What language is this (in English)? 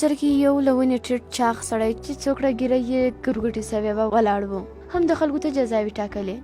Pashto